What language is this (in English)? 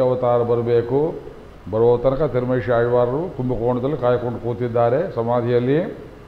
Kannada